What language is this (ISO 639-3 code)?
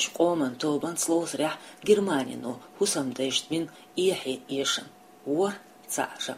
che